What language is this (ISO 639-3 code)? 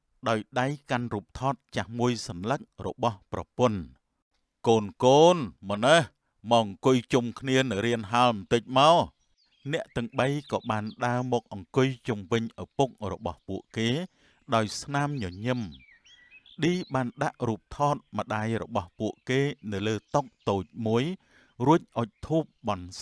khm